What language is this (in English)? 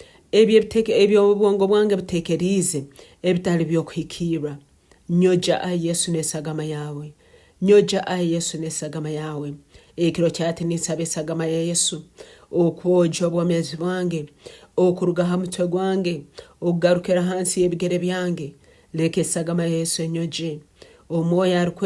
Nyankole